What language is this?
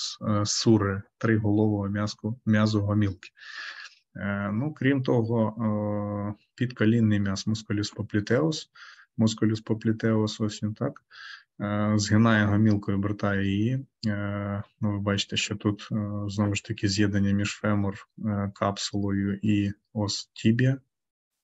Ukrainian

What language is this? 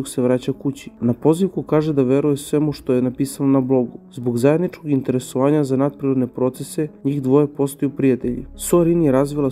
Serbian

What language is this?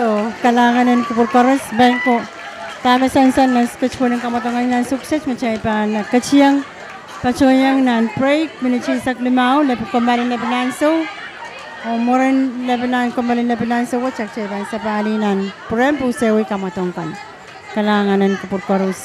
Pohnpeian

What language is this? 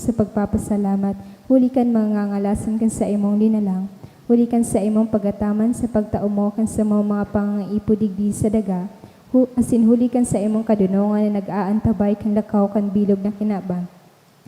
Bikol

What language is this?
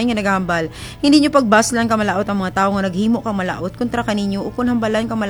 Kinaray-a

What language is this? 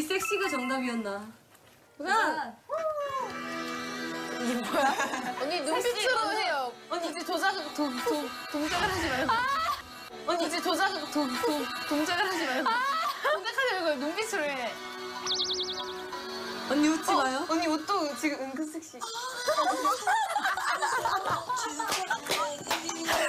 Korean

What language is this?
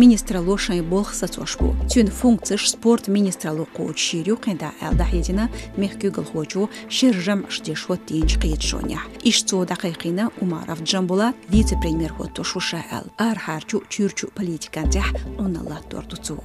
Chechen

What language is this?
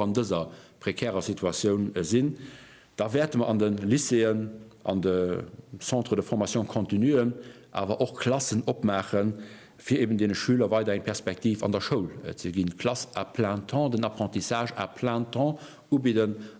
Luxembourgish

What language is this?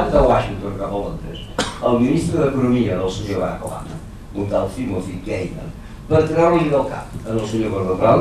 Catalan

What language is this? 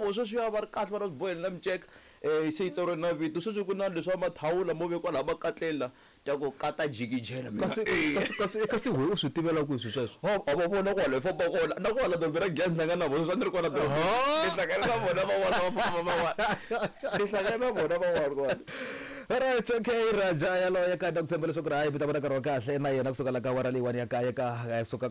Tsonga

